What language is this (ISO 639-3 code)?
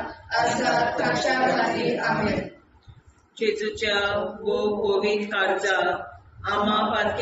kok